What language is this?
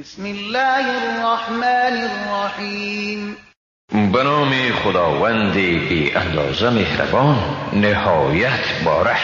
Persian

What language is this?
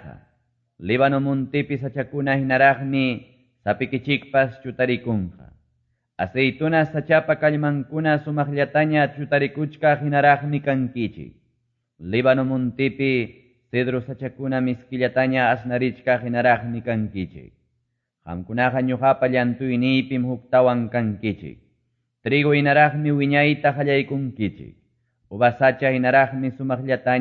Quechua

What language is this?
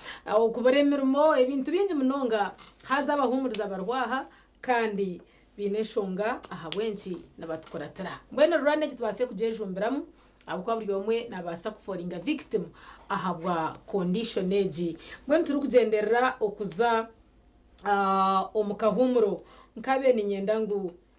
Nyankole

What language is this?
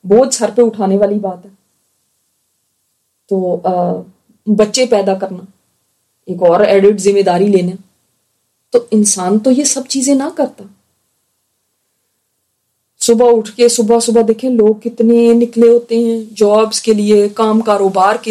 Urdu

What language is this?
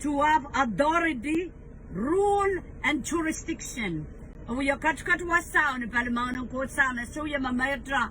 Pohnpeian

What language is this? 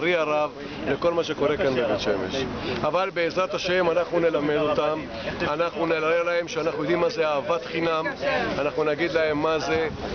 Hebrew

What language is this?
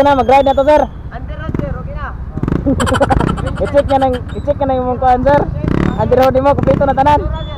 Cebuano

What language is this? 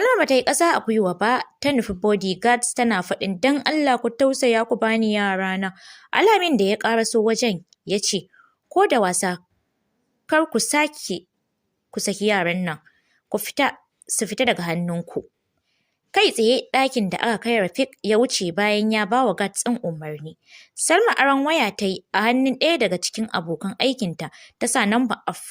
Hausa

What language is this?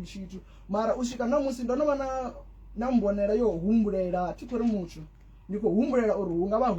Venda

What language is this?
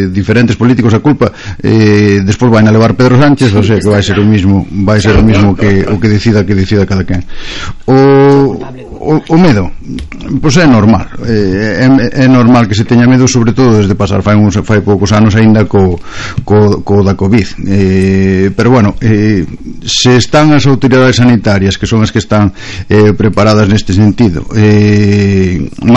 Galician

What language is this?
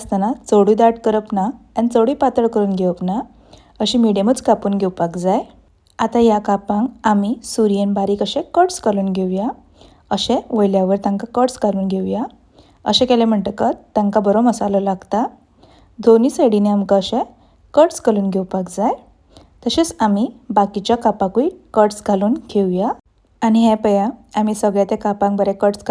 Konkani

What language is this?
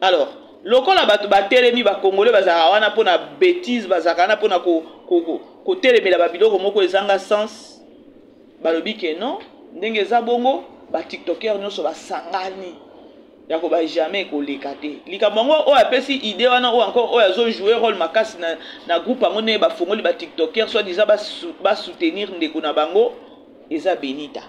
Lingala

